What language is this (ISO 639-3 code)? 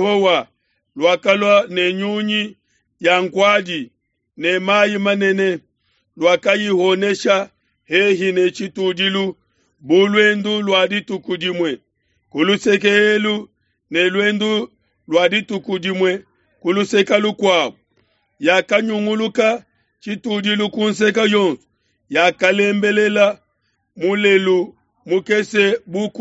lua